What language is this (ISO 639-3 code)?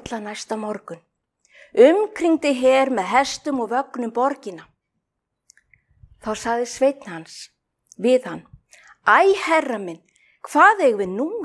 isl